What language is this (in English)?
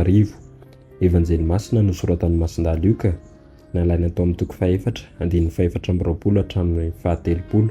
Malagasy